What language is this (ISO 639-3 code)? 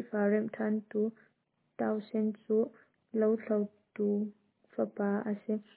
cnh